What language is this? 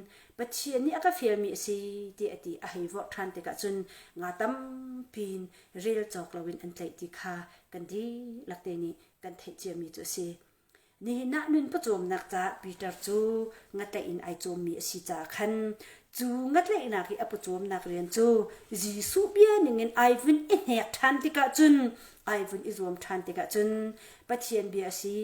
Hakha Chin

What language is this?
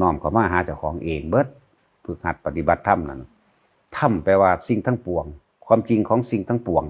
Northeastern Thai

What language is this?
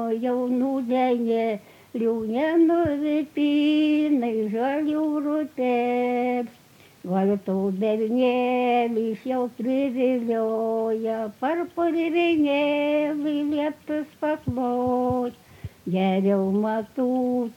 Serbian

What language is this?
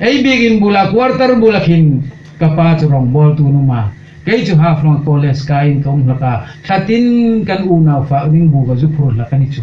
Hmar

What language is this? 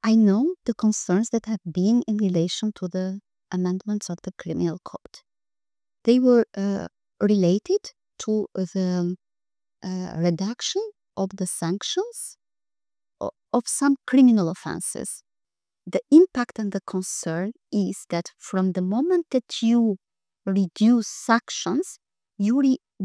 English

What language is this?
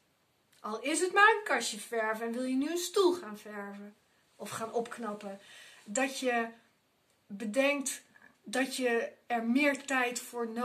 Dutch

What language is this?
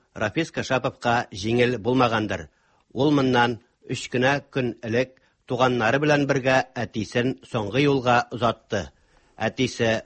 Tatar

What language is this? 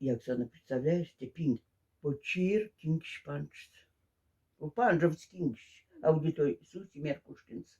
Moksha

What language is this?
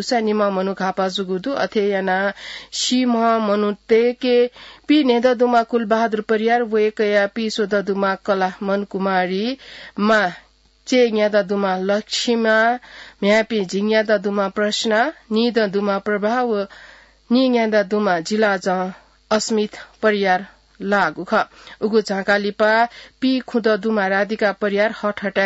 Newari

